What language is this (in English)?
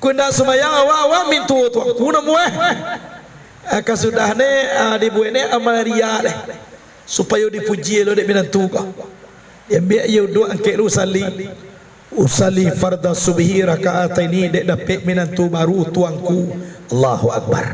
Minangkabau